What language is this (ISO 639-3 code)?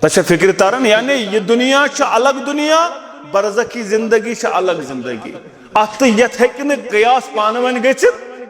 kas